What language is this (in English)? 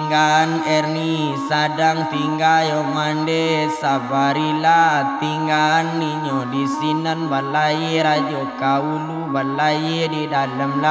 Minangkabau